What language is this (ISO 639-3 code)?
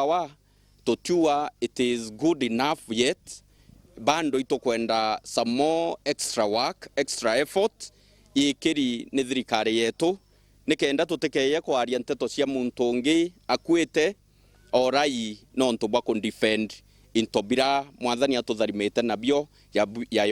mer